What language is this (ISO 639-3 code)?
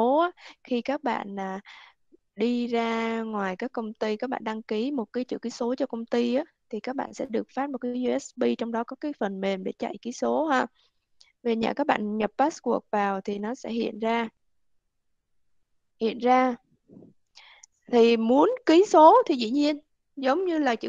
vie